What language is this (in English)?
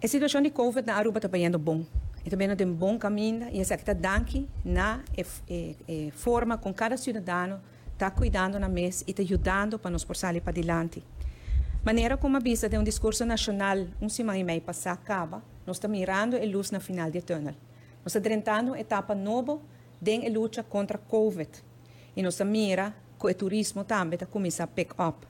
Papiamento